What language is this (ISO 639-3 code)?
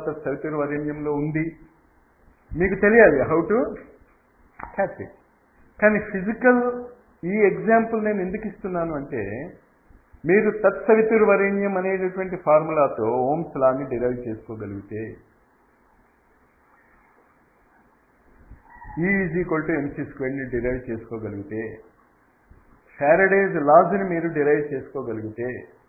tel